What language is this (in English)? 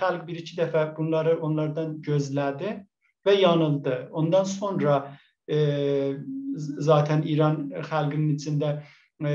South Azerbaijani